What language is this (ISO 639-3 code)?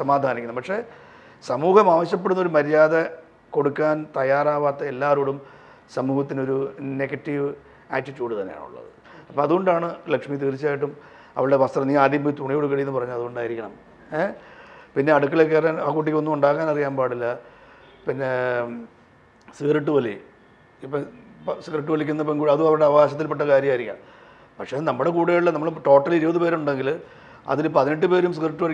mal